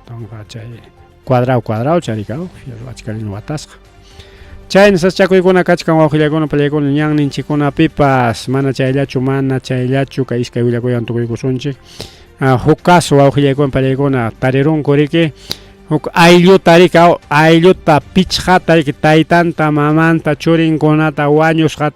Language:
Ayacucho Quechua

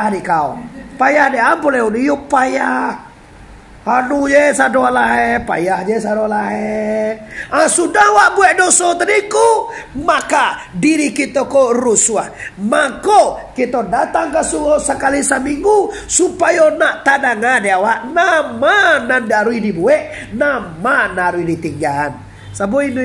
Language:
Minangkabau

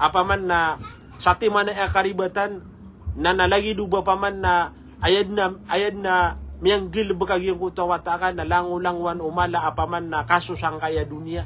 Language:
Maranao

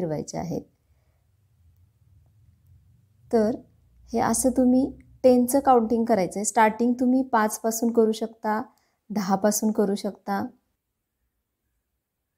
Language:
Marathi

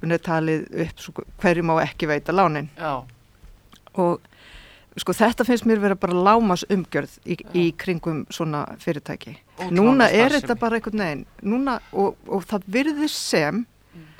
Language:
Icelandic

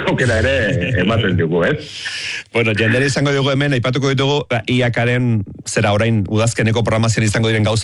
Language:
Basque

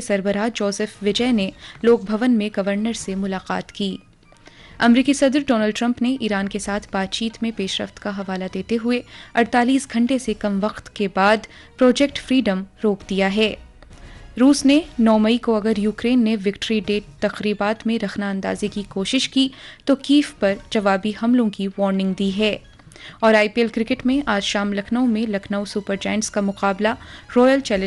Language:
Urdu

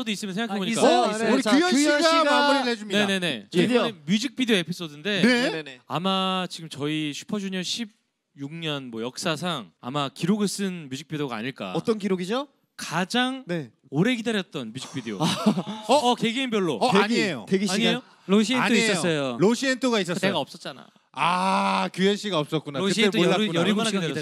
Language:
Korean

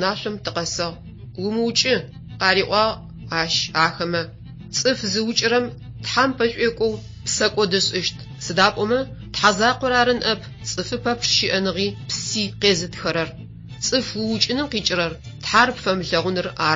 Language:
Adyghe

